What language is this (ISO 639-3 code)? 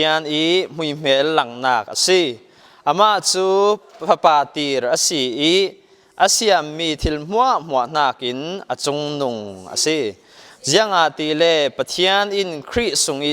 cfm